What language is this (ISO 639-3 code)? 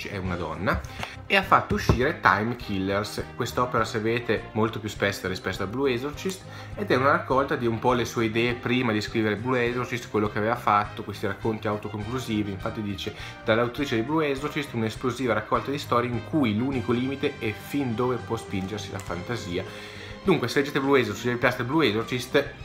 ita